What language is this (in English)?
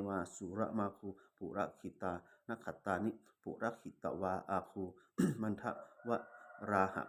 Pali